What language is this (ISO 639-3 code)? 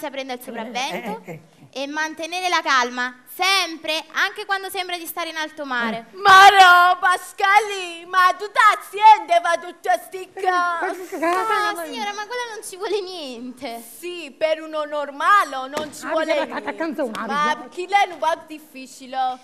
nap